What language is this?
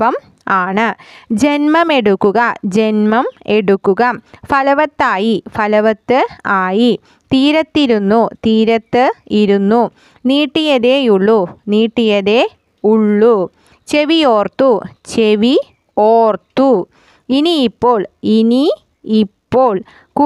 Malayalam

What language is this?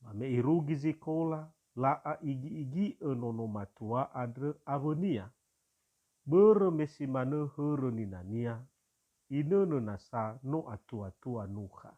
Nias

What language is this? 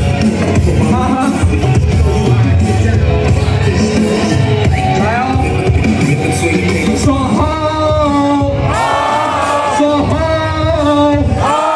Chinese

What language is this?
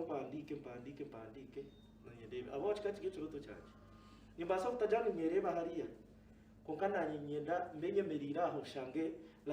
Nyankole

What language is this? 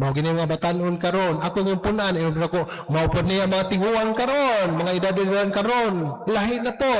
Cebuano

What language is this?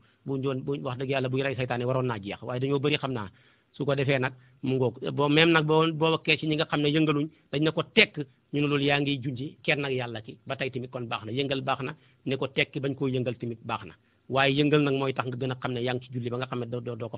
Wolof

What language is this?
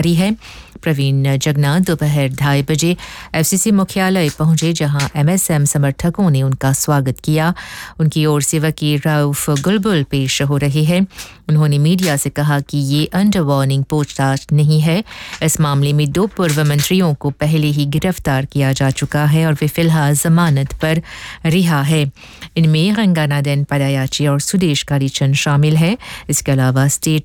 Hindi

